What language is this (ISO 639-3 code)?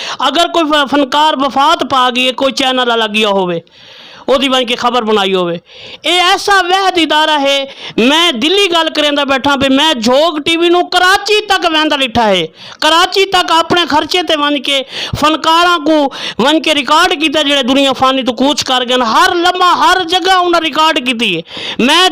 skr